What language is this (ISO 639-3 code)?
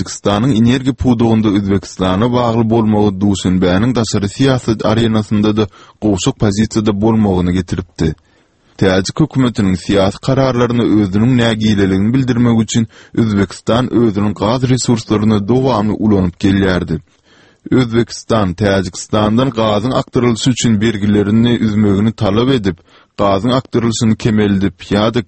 tuk